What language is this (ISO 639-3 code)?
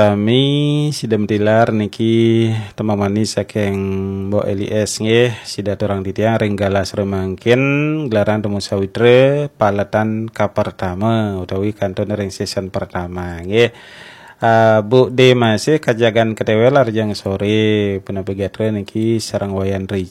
ban